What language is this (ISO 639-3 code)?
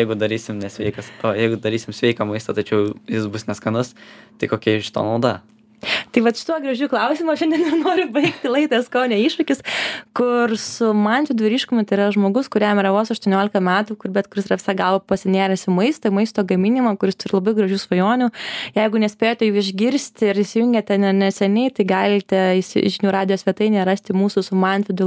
lit